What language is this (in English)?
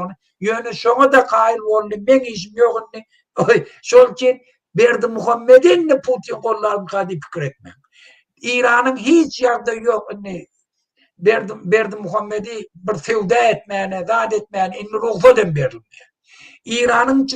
Turkmen